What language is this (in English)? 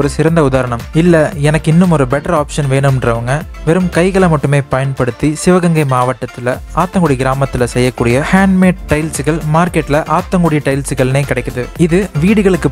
Tamil